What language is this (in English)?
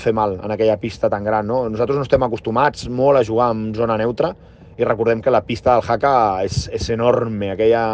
Catalan